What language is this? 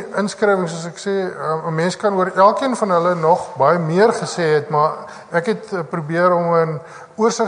Afrikaans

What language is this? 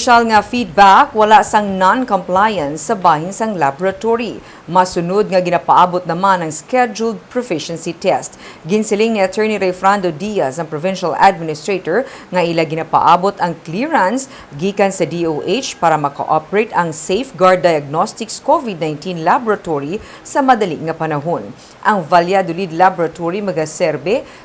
Hiligaynon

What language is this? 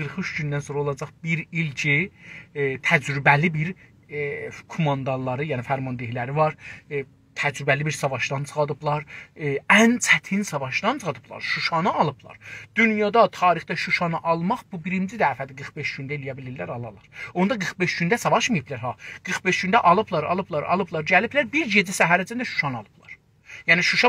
South Azerbaijani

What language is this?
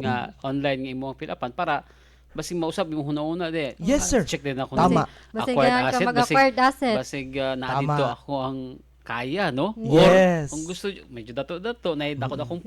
Cebuano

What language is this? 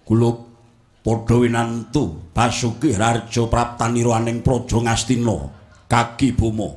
Javanese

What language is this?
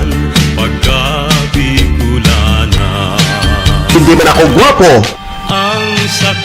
Bikol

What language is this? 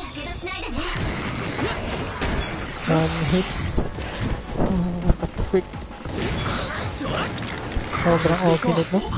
Japanese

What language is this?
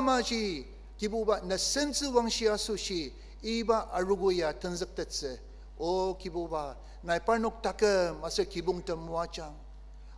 Ao Naga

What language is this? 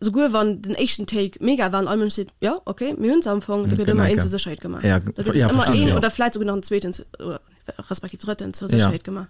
Luxembourgish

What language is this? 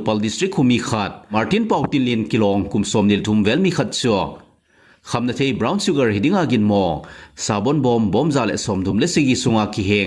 Thado Chin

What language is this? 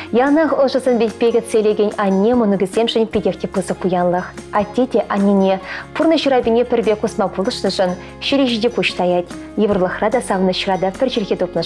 Chuvash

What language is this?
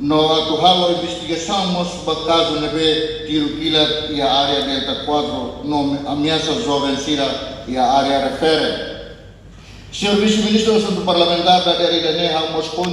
Tetum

